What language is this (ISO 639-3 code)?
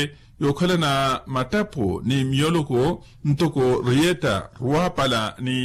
vmw